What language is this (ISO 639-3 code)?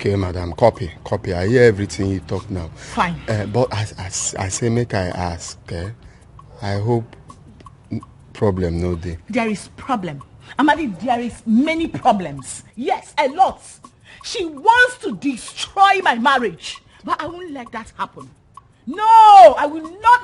pcm